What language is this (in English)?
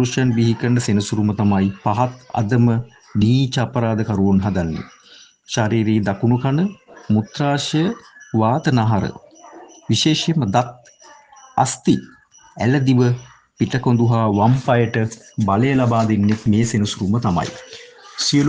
Sinhala